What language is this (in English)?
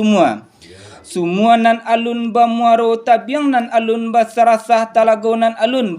Minangkabau